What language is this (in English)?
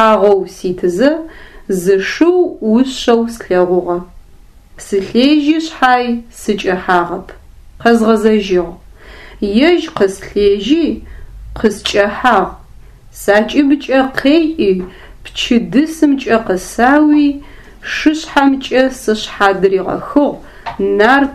Adyghe